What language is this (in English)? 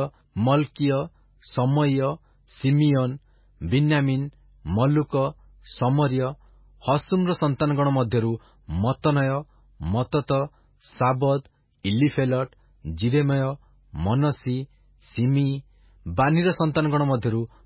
Odia